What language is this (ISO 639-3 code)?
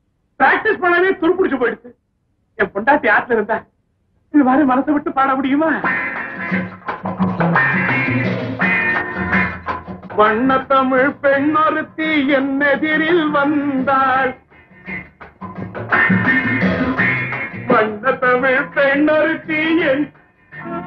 tam